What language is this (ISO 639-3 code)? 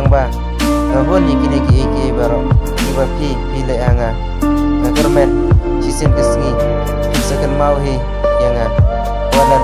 kha